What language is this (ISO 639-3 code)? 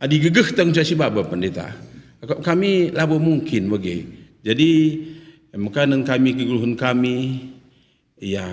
btx